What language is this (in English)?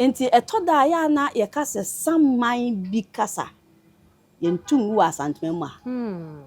Akan